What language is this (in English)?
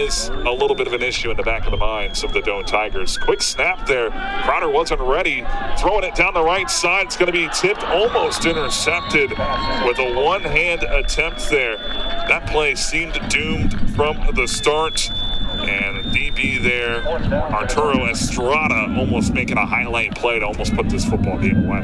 English